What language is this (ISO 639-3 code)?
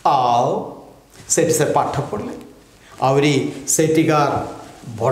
ori